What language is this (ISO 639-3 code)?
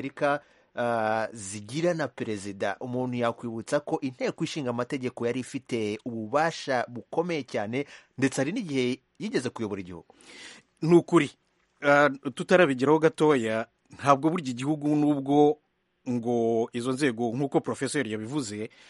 kin